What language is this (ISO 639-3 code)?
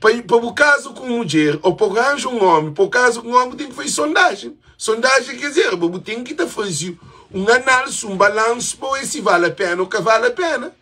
kea